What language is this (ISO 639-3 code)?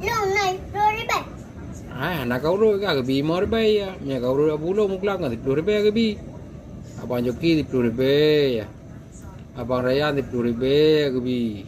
ace